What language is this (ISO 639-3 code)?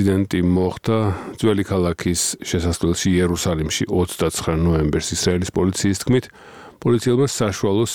kat